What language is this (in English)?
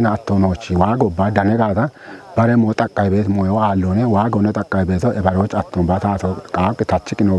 Kafa